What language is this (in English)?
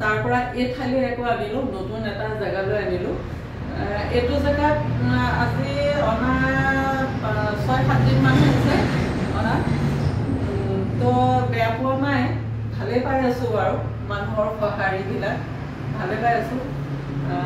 Assamese